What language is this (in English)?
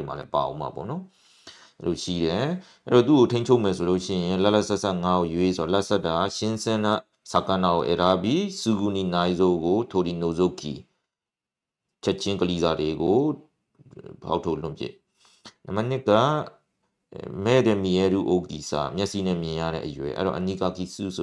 Burmese